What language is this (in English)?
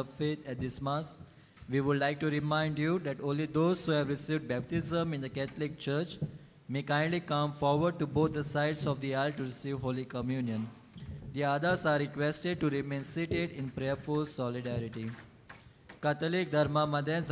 Konkani